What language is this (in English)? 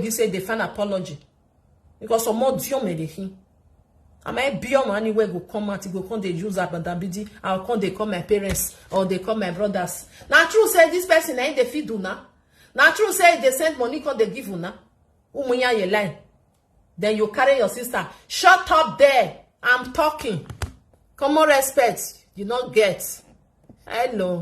Nigerian Pidgin